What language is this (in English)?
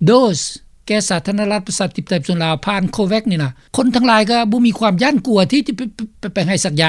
Lao